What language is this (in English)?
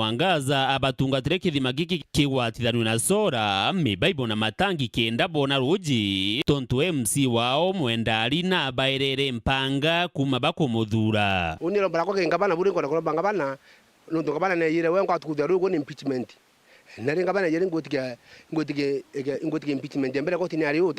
Meru